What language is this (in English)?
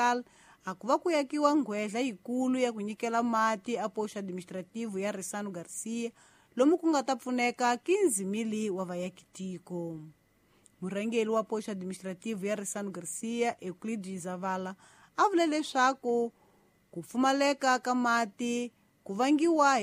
Tsonga